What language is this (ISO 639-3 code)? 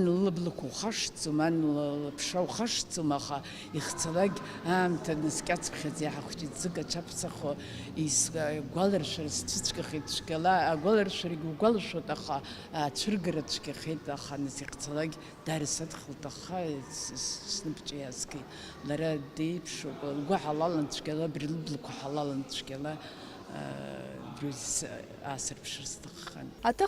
abk